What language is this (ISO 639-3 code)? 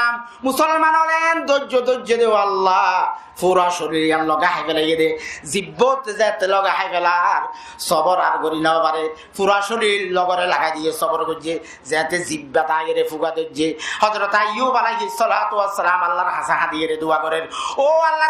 rhg